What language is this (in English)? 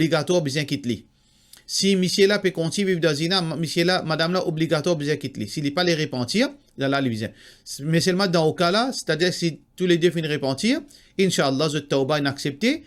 Morisyen